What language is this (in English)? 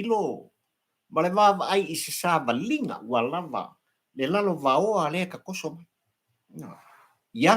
Samoan